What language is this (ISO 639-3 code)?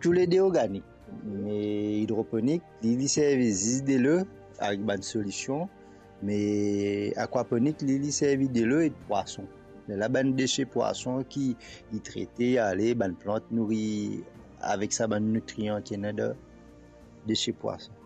mfe